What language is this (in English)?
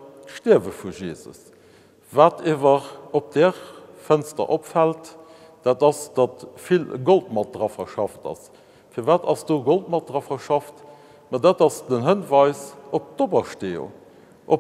Luxembourgish